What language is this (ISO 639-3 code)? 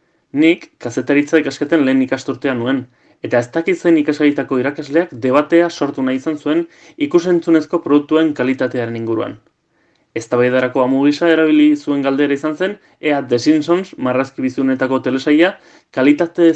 eus